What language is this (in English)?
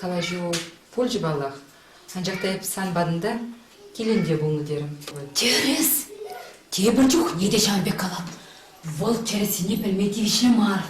Chuvash